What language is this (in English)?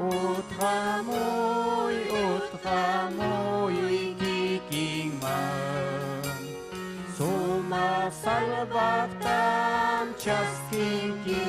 Ayacucho Quechua